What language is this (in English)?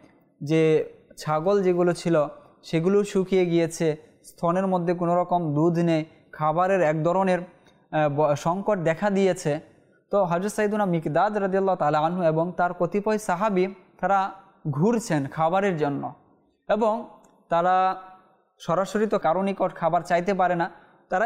Bangla